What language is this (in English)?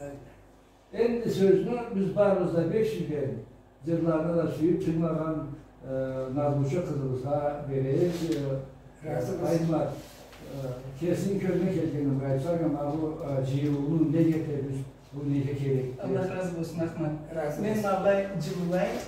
Karachay-Balkar